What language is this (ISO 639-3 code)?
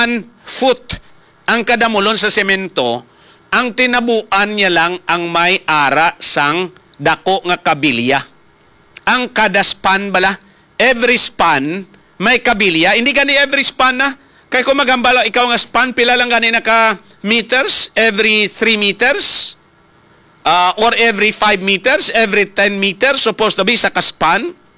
hil